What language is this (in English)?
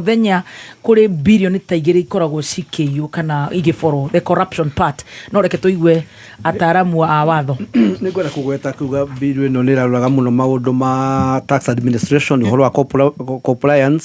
Kikuyu